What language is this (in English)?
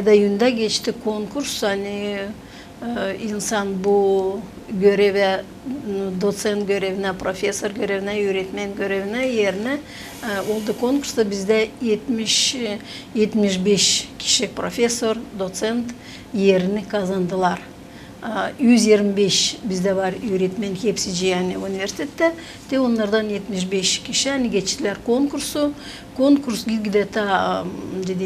Gagauz